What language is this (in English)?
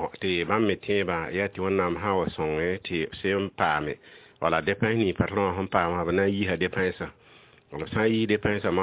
Mossi